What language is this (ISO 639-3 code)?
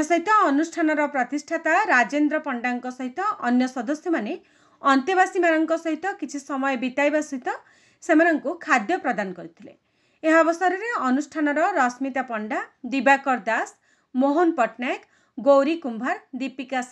ori